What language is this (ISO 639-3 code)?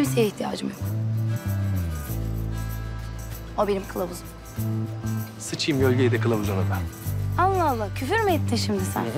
tur